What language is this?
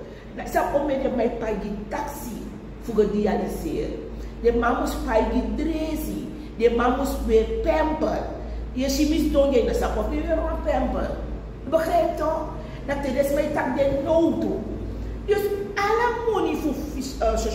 Sranan Tongo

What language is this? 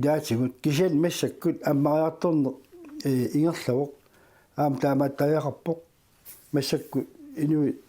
Kalaallisut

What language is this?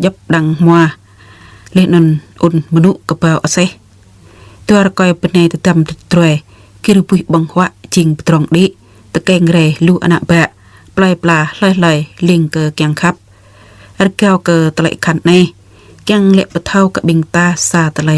Jarai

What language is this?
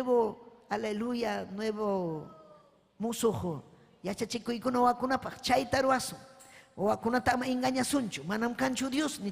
Ayacucho Quechua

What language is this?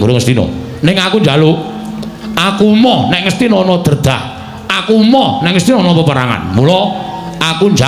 Javanese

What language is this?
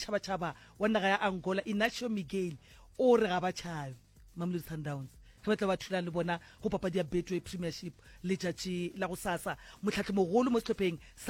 Northern Sotho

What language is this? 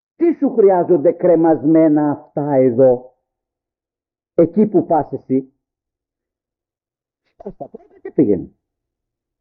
Greek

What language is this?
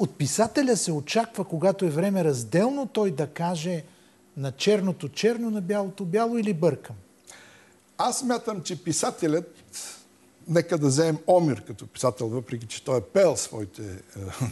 Bulgarian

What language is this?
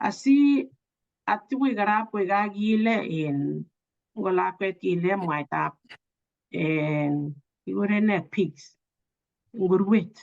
Kalenjin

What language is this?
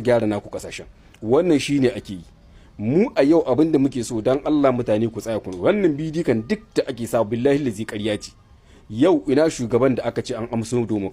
Hausa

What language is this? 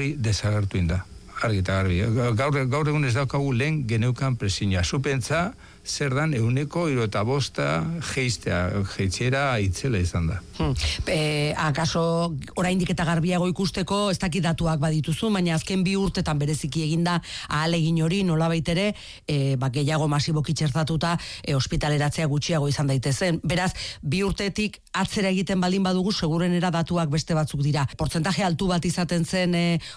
Basque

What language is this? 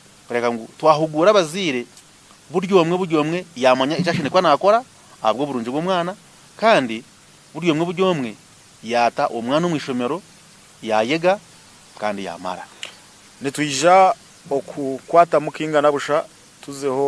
Nyankole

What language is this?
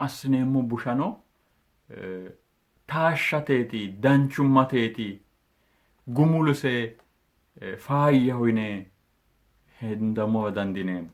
Sidamo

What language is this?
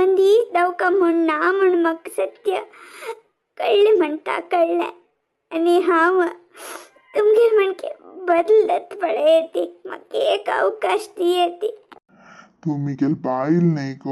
Konkani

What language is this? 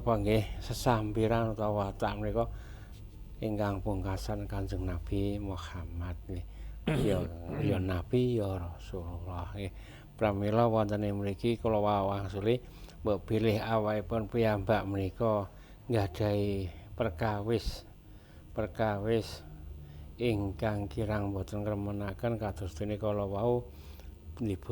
Javanese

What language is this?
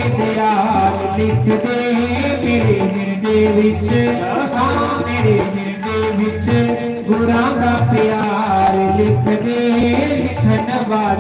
Dogri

